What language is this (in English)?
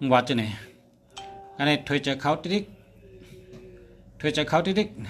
Shan